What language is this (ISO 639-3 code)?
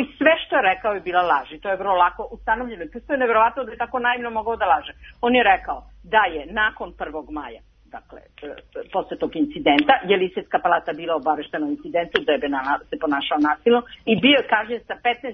srp